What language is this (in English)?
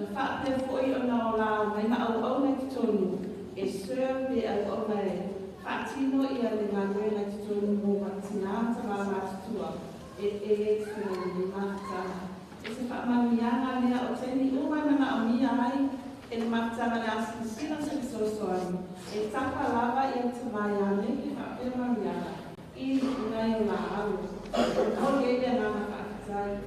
Samoan